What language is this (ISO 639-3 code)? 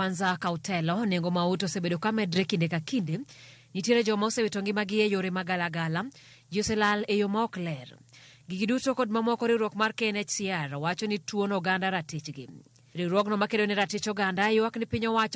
luo